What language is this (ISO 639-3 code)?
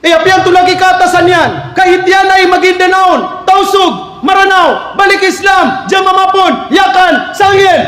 mrw